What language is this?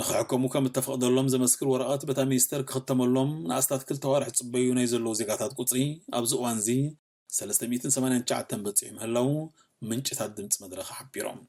Tigrinya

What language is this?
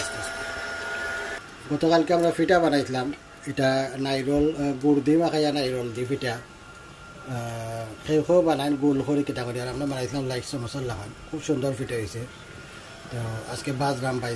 Sylheti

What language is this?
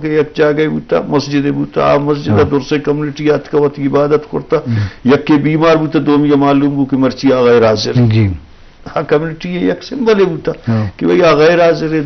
Baluchi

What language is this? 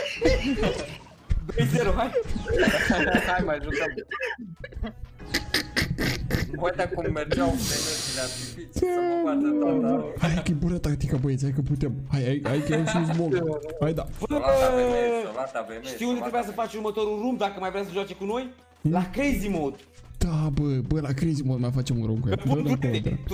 Romanian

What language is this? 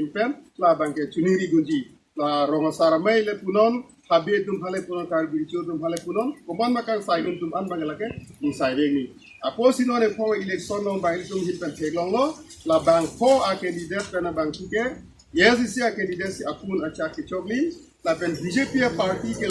Karbi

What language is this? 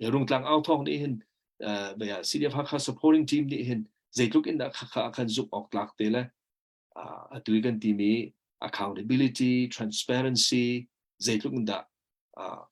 Hakha Chin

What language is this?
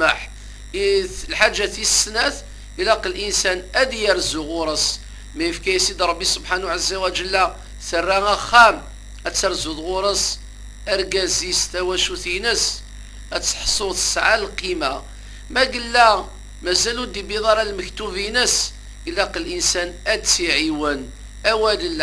Kabyle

